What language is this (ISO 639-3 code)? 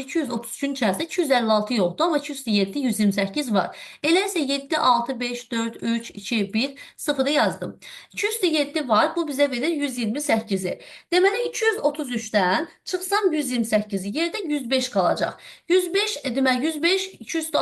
aze